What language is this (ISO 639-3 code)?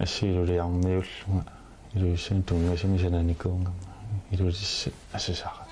kal